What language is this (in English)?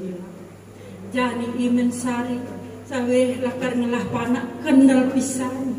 Balinese